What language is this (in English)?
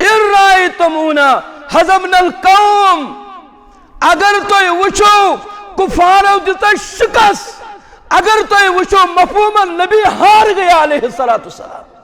Kashmiri